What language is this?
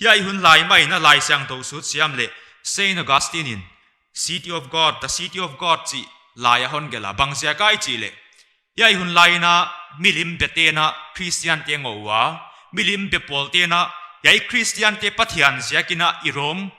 Paite Chin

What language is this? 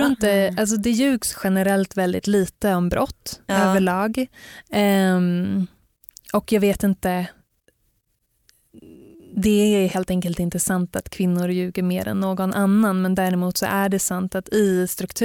Swedish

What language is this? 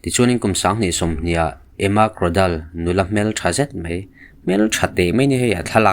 Mizo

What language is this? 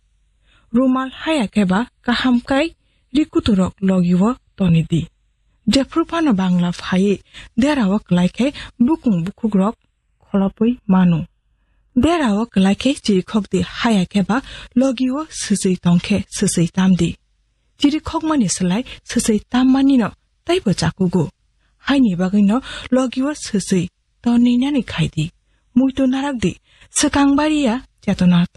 Kok Borok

